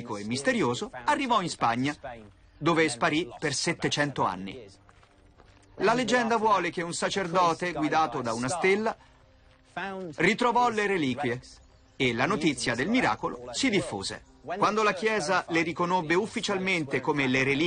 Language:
Italian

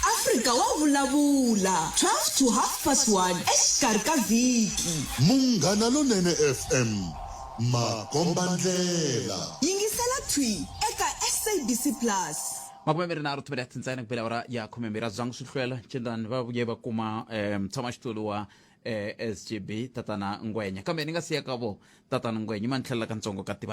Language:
Tsonga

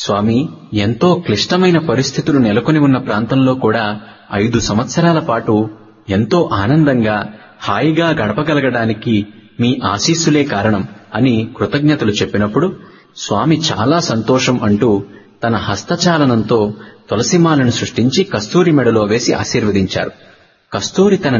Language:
Telugu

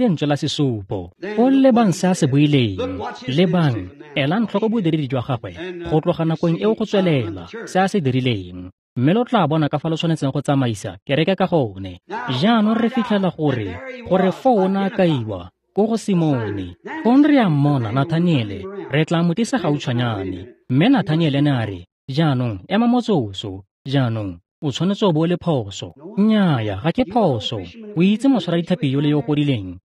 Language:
Tswana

